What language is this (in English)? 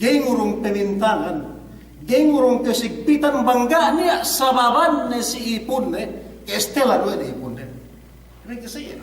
Yakan